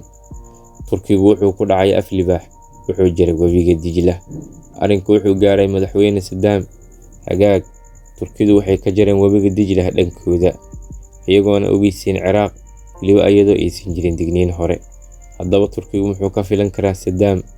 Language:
Somali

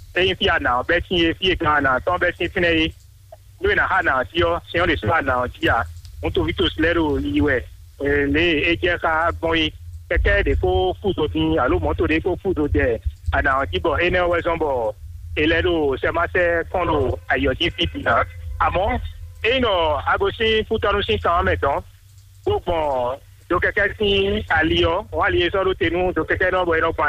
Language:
Fon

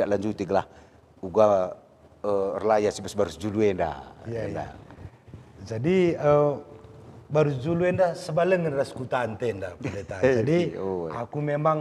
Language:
Batak Karo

